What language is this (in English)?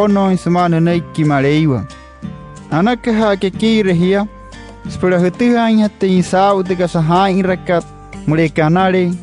Wayuu